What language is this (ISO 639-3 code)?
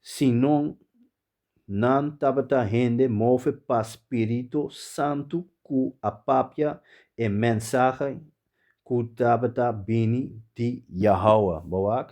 pap